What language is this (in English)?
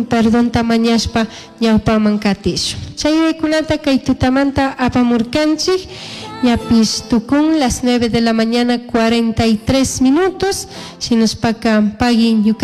Chimborazo Highland Quichua